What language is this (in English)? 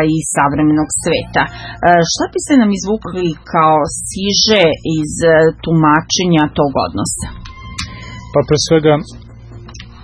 Serbian